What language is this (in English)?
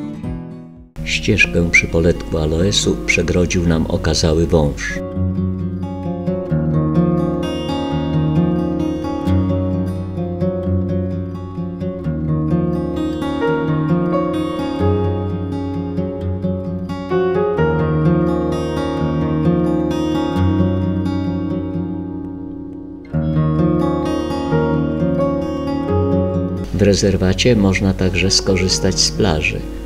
Polish